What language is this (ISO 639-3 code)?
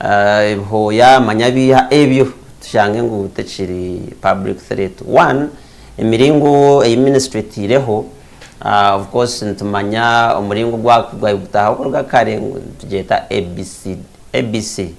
nyn